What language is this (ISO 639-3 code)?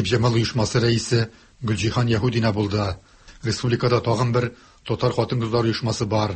tat